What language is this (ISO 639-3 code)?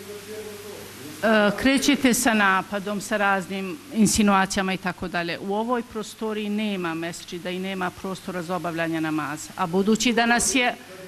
bos